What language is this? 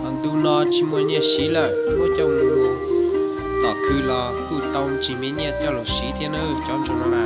Hmong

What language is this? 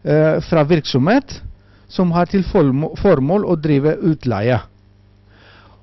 Norwegian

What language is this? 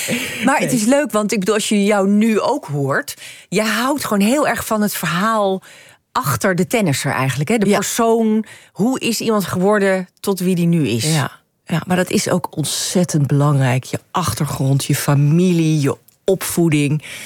Dutch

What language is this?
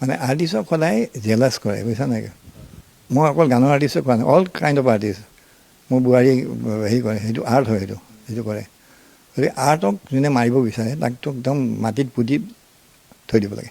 Assamese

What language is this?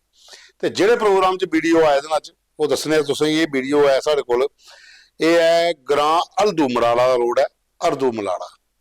Dogri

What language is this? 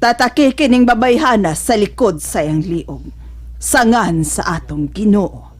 Cebuano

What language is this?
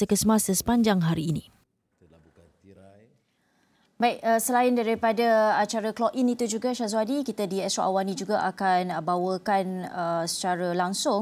Malay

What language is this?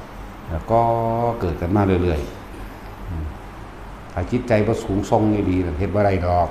Northeastern Thai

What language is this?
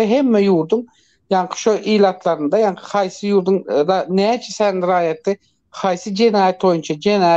Turkmen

